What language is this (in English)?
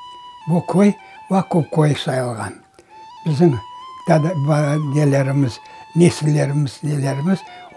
Crimean Tatar